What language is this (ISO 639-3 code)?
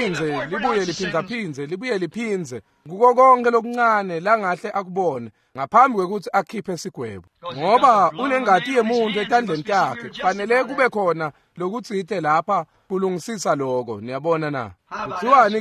ssw